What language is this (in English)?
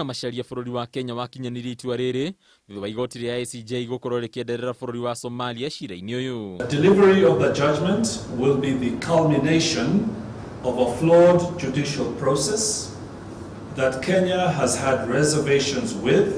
Kikuyu